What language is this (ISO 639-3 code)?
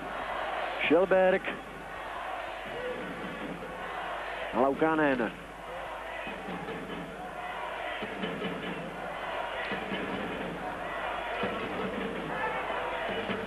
ces